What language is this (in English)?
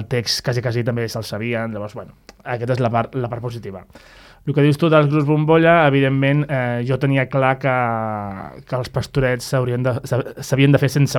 Catalan